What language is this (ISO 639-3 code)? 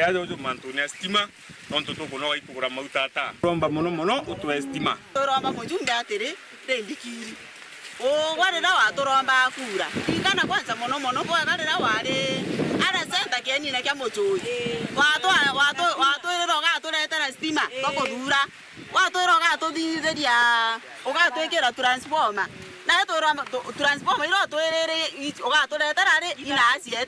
mer